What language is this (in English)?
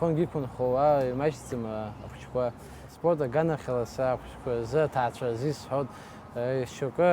Abkhazian